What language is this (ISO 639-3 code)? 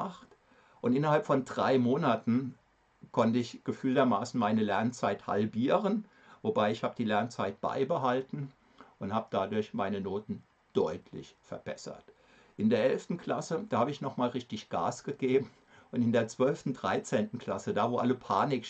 deu